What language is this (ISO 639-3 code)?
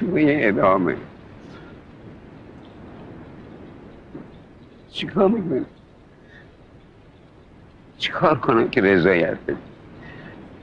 fas